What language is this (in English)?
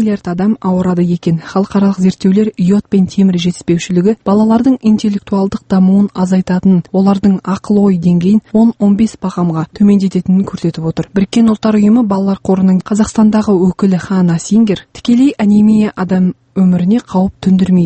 Kazakh